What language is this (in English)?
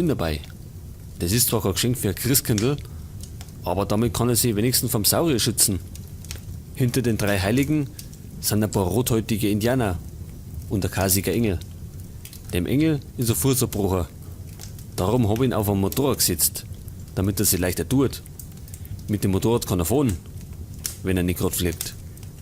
Bavarian